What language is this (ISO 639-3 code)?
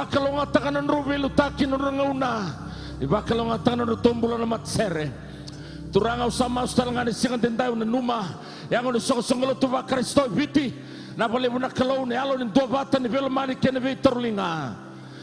fij